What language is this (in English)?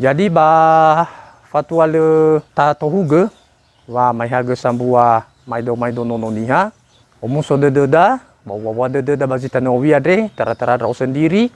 Nias